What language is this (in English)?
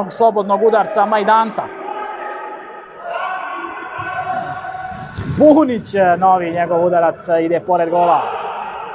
Croatian